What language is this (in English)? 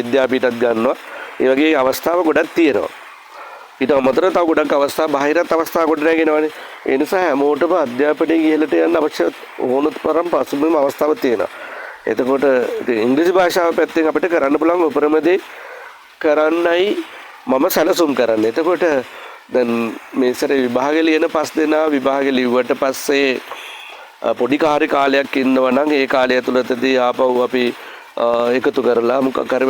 Sinhala